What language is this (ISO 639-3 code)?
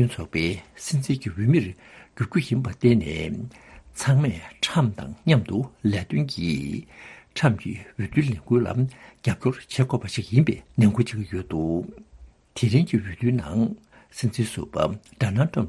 bod